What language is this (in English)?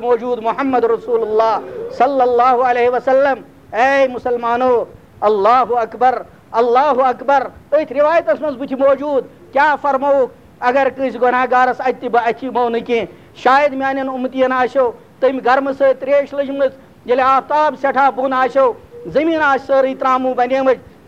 Kashmiri